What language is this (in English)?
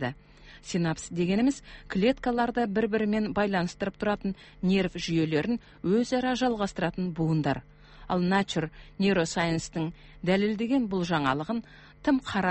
Kazakh